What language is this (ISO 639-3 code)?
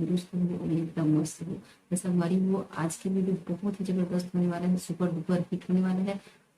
hne